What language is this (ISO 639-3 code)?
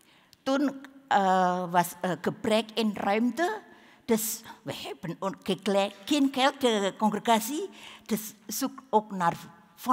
nld